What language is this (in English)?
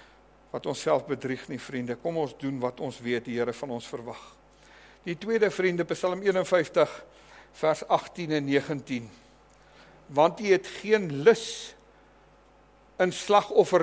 Afrikaans